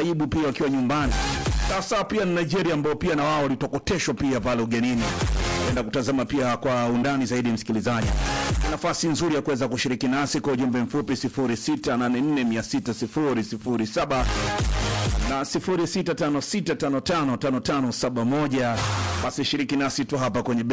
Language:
Swahili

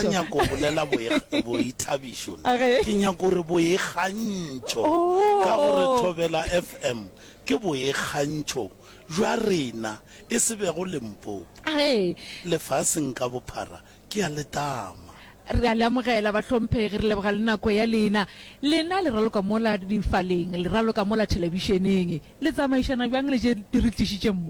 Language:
Northern Sotho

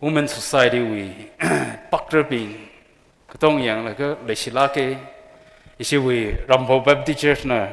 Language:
Tangkhul Naga (India)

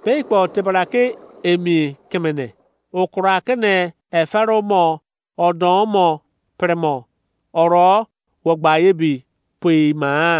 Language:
Izon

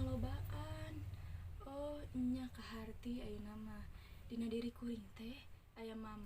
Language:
Sundanese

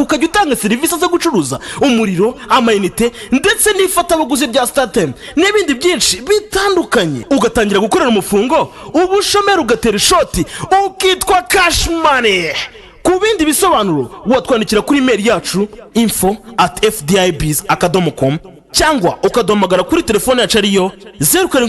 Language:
Kinyarwanda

